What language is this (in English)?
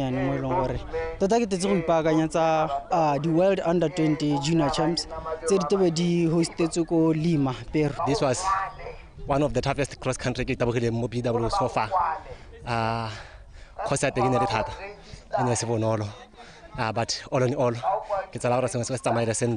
Tswana